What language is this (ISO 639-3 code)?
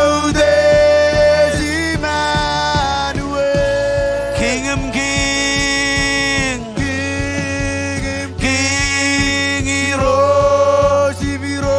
mah